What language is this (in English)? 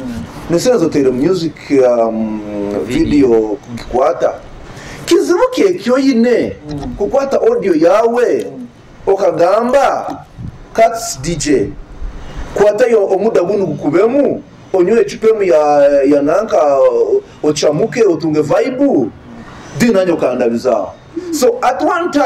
Nyoro